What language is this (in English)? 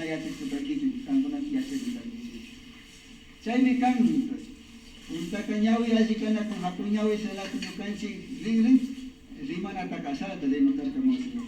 Imbabura Highland Quichua